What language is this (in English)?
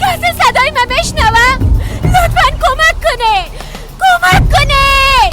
Persian